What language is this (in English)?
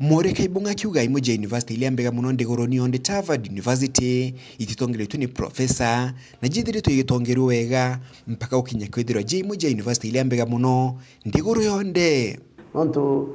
Meru